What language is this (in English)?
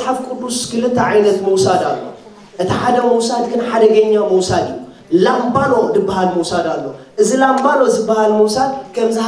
Tigrinya